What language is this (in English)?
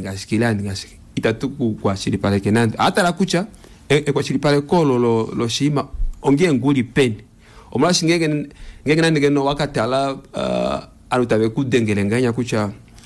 Kuanyama